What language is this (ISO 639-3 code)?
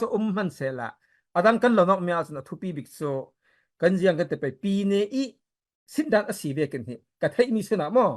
cfm